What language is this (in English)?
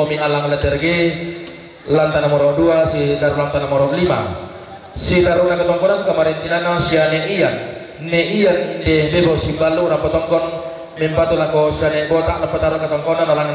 Toraja-Sa'dan